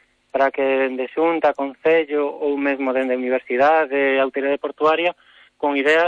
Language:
Galician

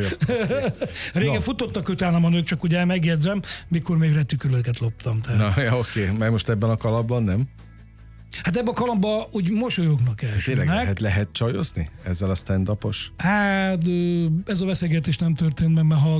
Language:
Hungarian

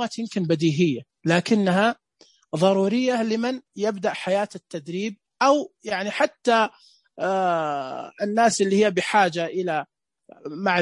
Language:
Najdi Arabic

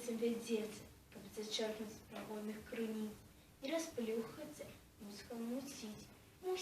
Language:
Belarusian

